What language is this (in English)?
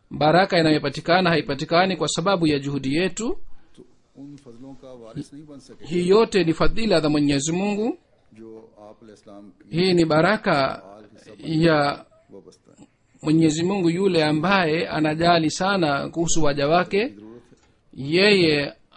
Swahili